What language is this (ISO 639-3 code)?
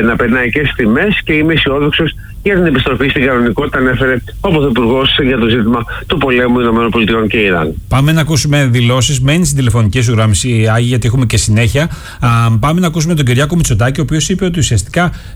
ell